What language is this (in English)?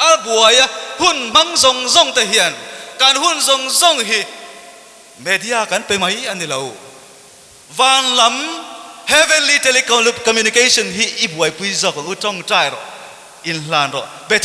Mizo